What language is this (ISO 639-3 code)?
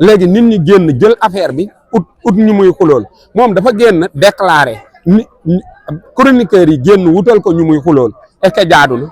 wol